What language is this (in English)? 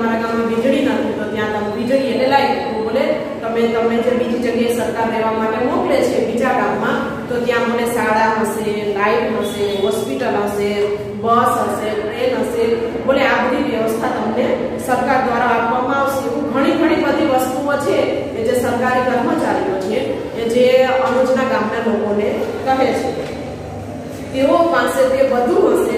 Gujarati